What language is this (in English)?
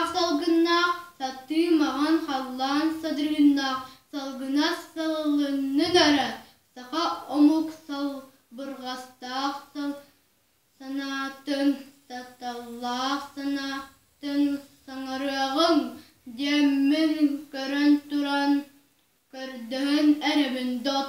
Yakut